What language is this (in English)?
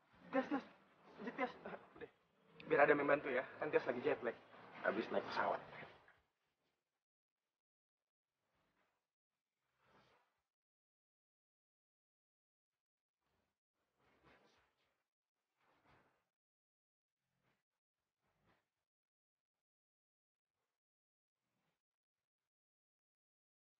Indonesian